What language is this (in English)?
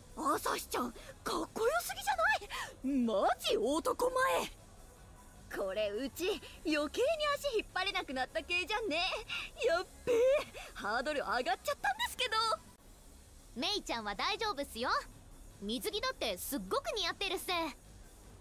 Japanese